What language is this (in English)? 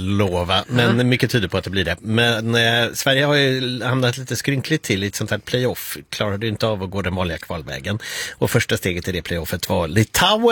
Swedish